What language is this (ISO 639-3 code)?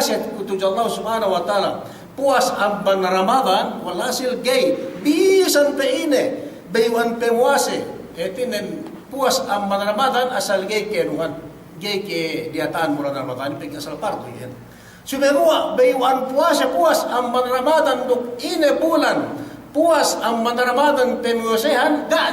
yka